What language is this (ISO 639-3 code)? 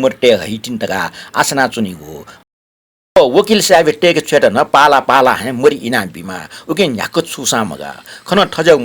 new